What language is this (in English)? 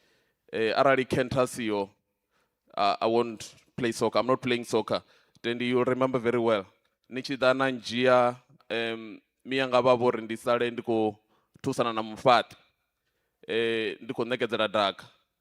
Venda